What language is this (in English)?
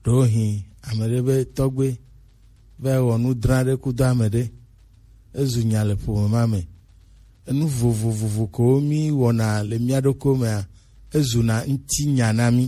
Gen